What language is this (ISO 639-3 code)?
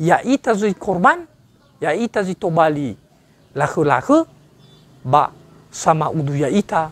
nia